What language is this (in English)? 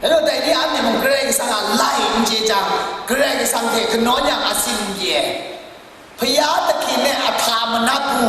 Kachin